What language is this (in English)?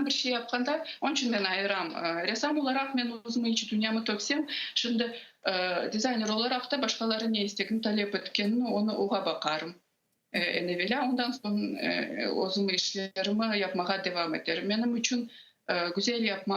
Crimean Tatar